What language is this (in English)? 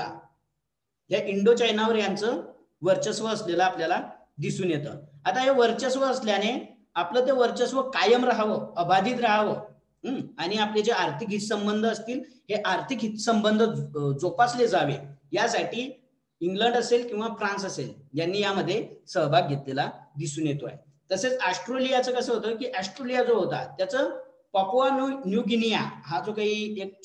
Marathi